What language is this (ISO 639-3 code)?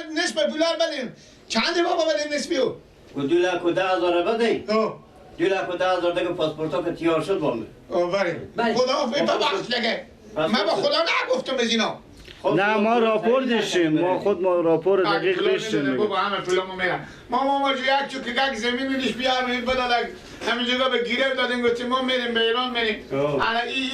fas